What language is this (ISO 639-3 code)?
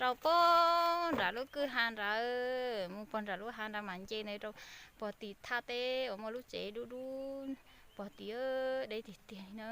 hmn